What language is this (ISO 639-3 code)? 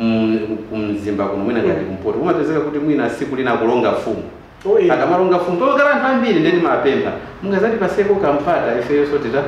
nya